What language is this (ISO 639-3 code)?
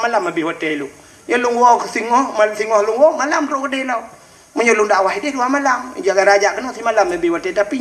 ace